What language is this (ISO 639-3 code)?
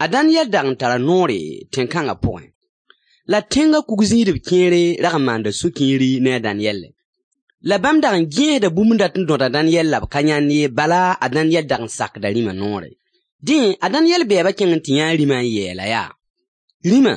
mos